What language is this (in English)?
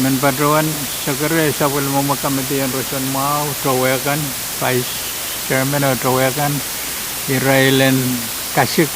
Pohnpeian